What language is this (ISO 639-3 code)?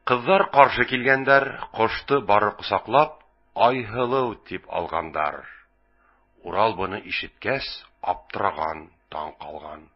bak